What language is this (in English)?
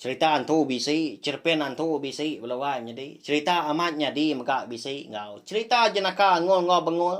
Iban